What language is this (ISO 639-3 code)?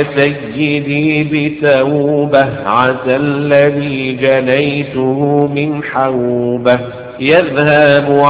ara